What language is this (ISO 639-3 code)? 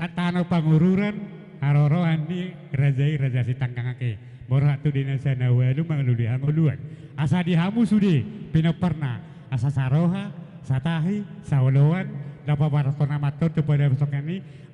bbc